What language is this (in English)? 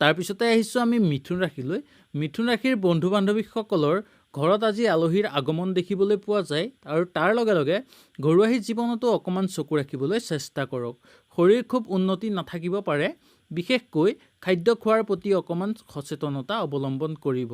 Assamese